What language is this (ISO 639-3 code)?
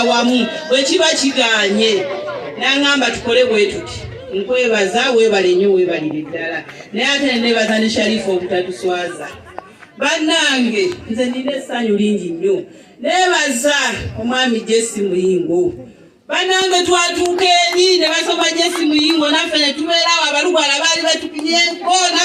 lug